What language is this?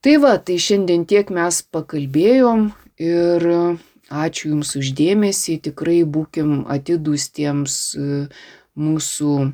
Lithuanian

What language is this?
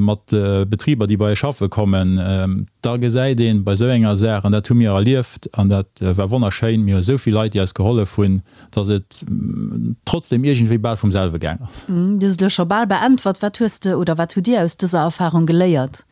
Luxembourgish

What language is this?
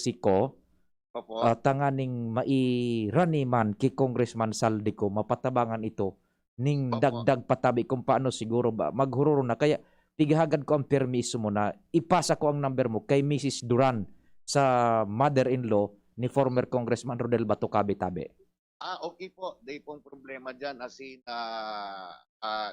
Bikol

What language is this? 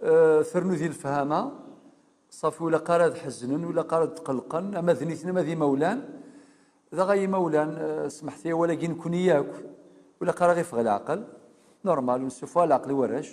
Kabyle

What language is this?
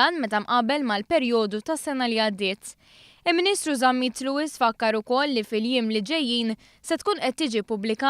Maltese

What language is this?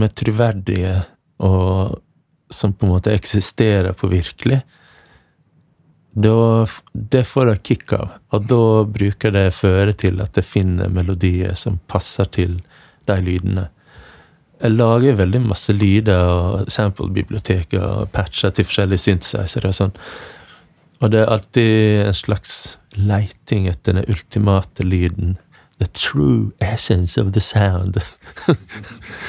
Norwegian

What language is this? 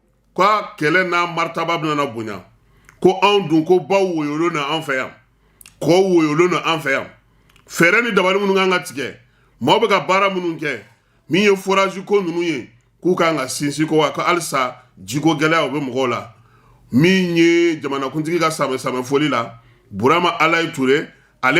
Bambara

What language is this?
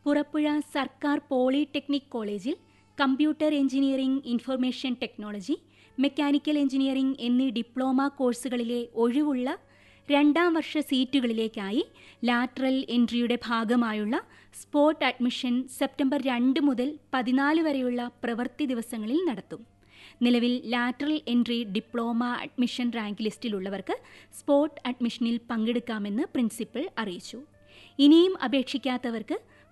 Malayalam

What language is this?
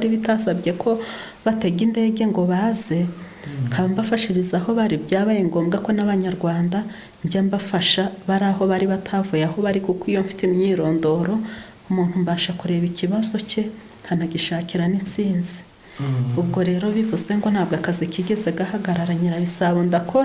Kinyarwanda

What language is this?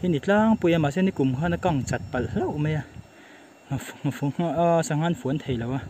Mizo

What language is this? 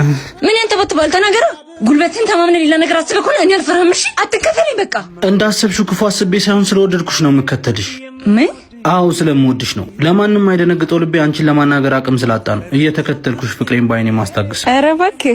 Amharic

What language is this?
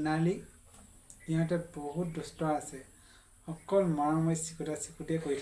Assamese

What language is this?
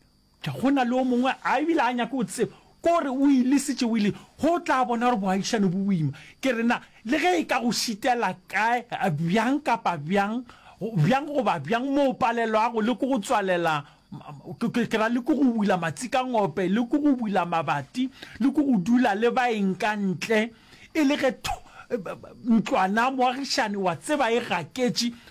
Northern Sotho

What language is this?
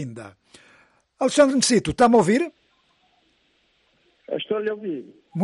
Portuguese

